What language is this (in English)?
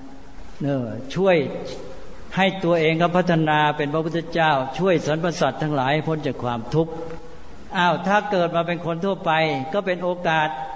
Thai